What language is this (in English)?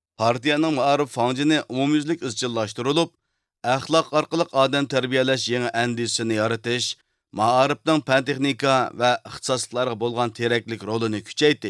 Uyghur